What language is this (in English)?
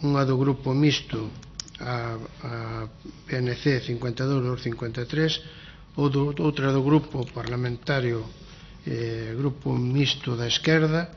Galician